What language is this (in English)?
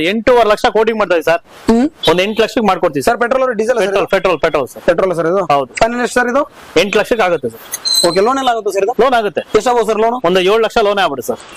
Kannada